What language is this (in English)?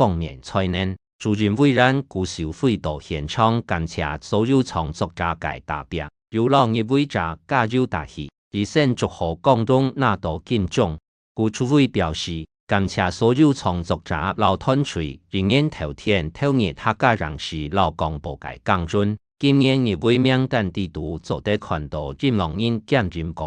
Hakka Chinese